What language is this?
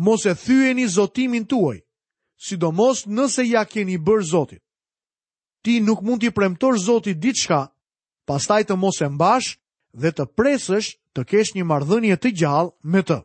Albanian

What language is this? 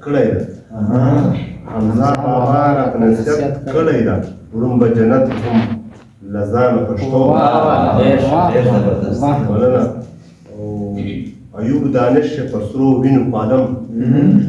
Pashto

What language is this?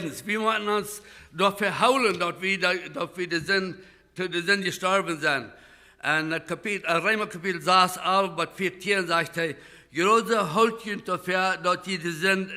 Plautdietsch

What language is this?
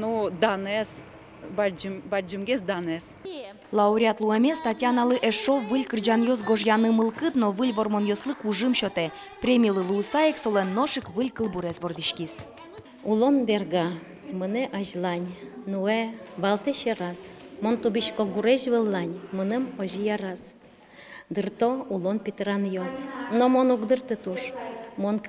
Udmurt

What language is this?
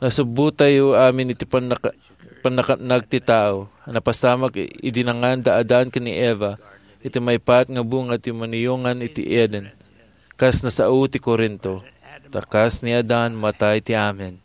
Iloko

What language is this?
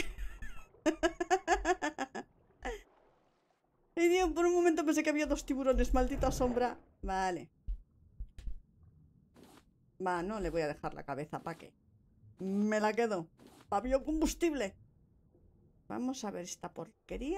Spanish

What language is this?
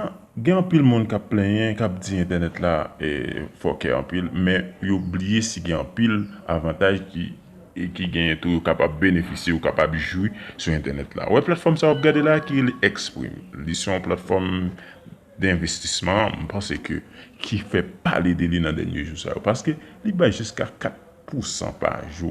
Haitian Creole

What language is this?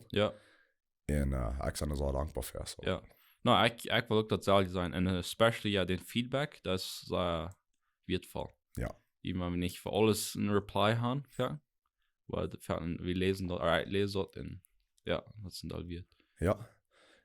Plautdietsch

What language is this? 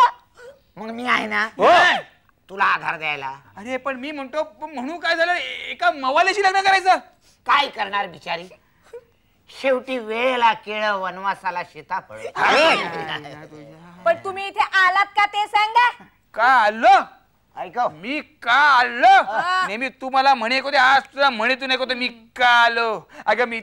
Marathi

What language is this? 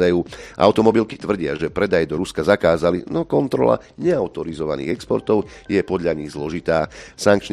Slovak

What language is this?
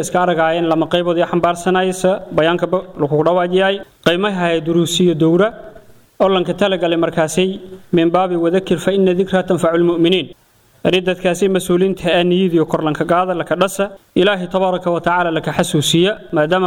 Somali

